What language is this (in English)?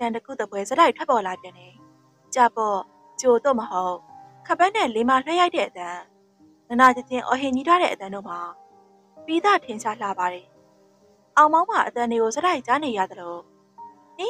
Burmese